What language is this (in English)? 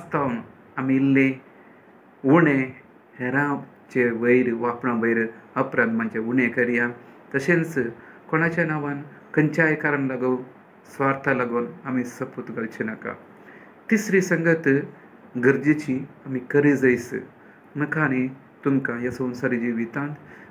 Konkani